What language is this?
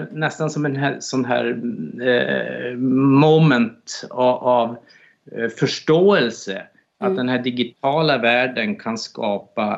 Swedish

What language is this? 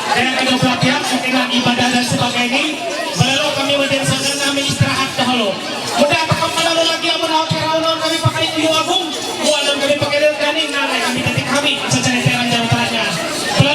Ma'anyan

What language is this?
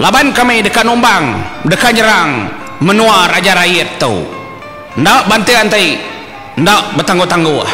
Iban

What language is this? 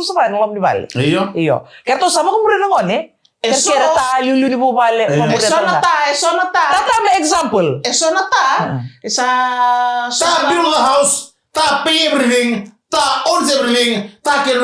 Fijian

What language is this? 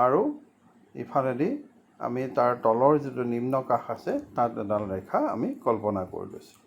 Assamese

